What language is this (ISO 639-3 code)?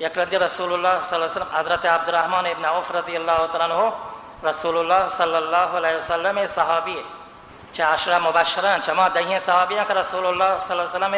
bal